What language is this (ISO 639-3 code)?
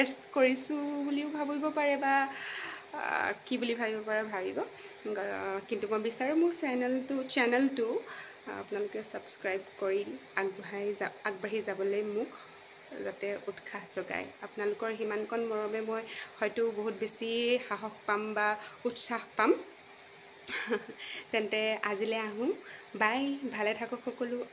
asm